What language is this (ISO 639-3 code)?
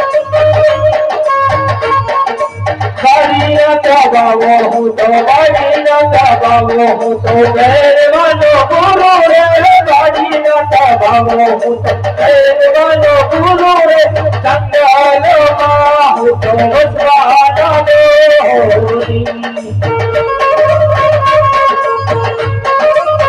guj